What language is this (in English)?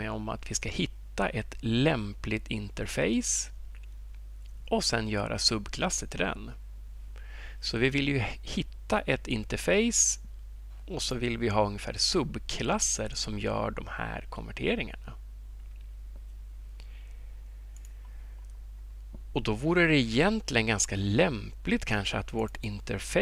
Swedish